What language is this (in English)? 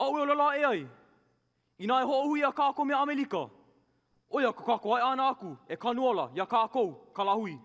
Hawaiian